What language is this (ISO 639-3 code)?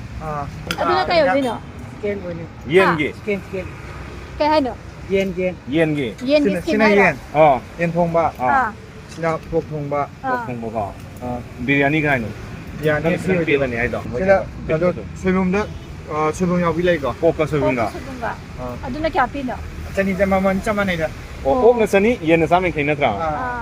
mni